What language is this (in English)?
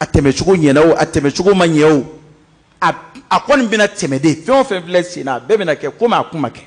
Bambara